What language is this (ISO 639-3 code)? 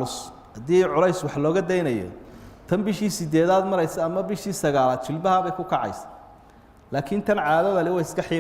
som